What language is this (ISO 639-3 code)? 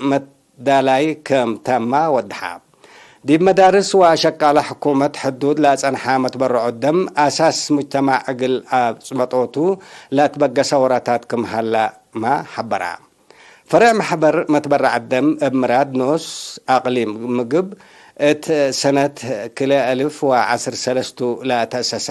tig